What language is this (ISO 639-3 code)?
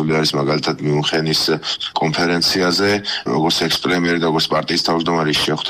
kat